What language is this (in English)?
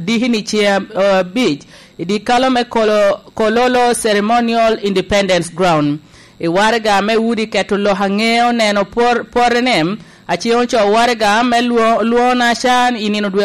Lango (Uganda)